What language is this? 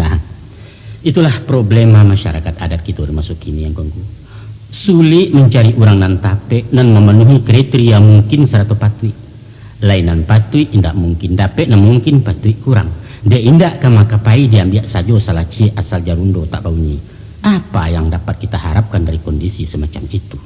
Minangkabau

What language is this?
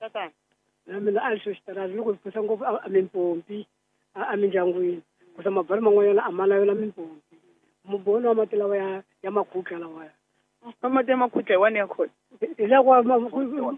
Tsonga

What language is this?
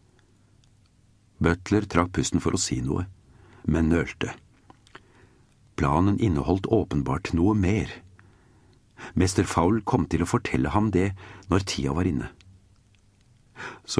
Norwegian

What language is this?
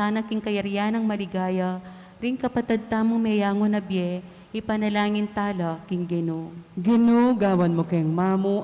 Pampanga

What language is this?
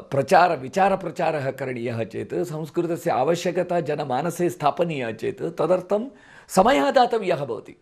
Sanskrit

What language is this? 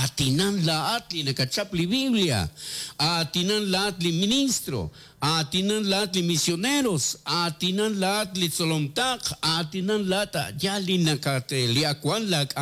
Kekchí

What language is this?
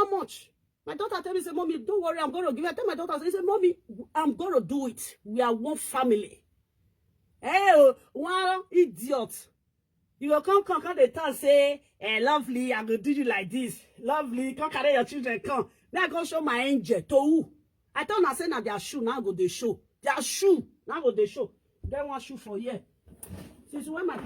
Nigerian Pidgin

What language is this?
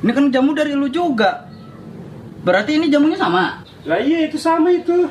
Betawi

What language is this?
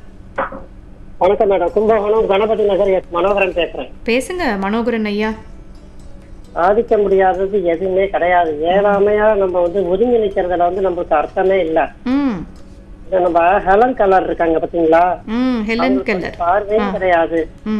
Tamil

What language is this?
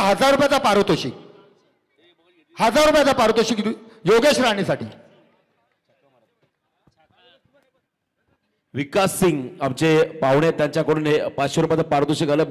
Marathi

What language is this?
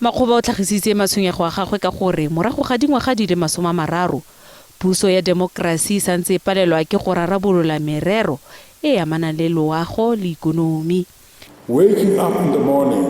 Tswana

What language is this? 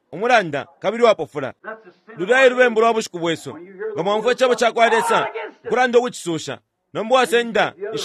Bemba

